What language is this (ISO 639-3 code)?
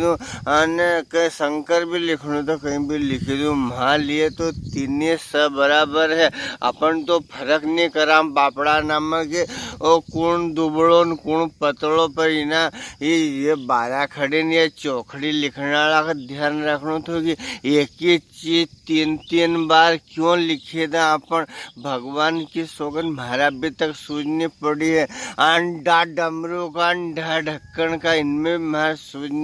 raj